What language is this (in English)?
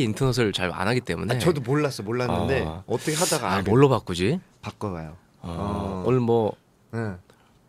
Korean